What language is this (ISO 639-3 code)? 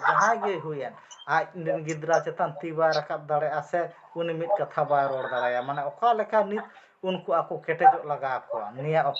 sat